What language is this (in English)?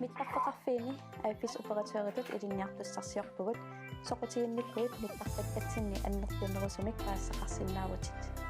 Kalaallisut